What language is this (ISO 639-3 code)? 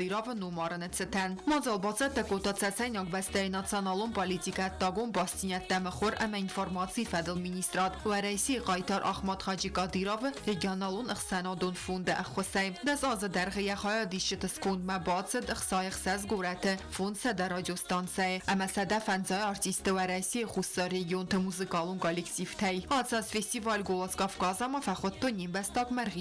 oss